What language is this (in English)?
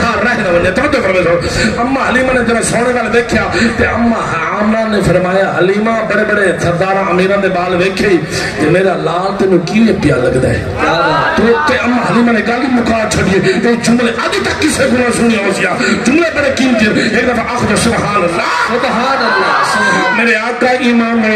Saraiki